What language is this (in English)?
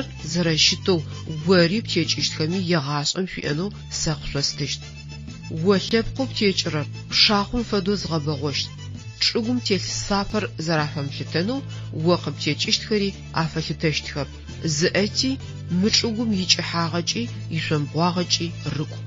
Adyghe